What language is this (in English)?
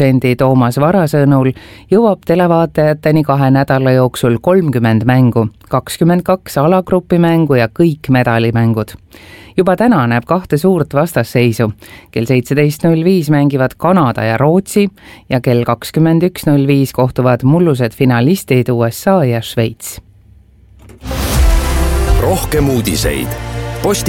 Estonian